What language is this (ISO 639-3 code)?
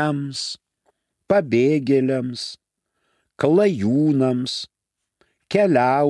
lit